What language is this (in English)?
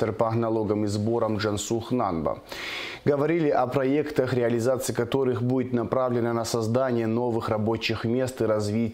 Russian